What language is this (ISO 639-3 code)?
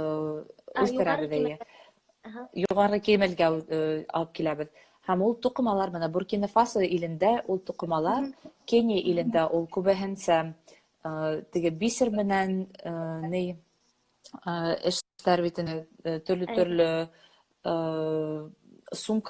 bak